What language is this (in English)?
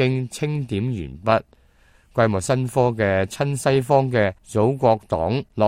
Cantonese